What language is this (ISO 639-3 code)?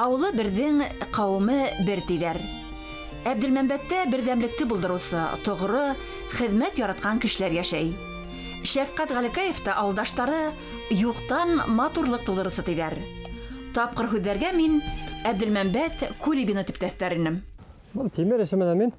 bak